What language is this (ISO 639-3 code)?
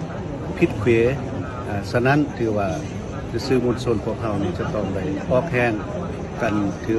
lao